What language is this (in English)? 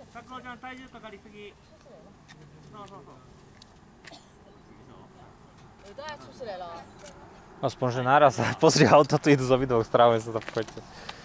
Slovak